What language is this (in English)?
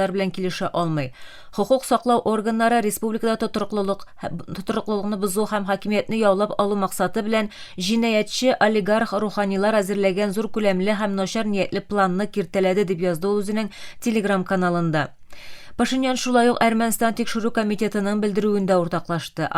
Tatar